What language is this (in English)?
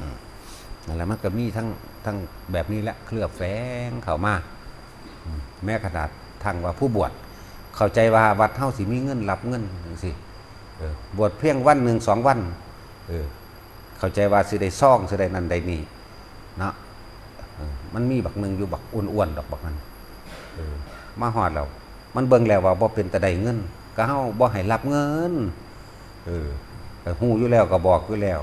Northeastern Thai